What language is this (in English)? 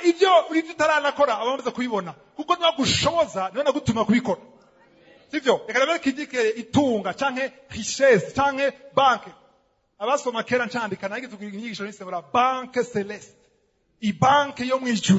Rundi